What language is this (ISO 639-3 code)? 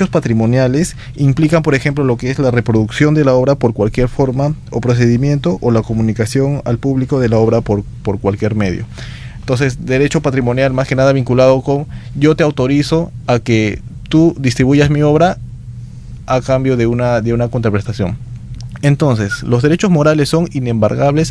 spa